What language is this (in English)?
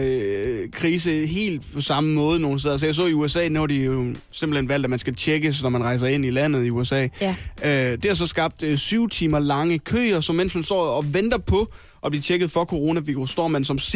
Danish